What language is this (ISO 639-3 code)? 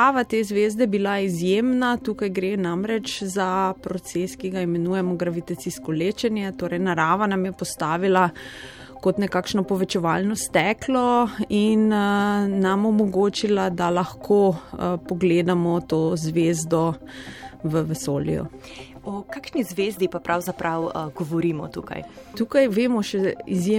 slv